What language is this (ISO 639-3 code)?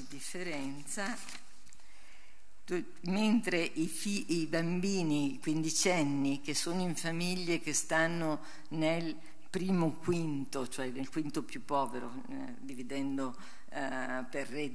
ita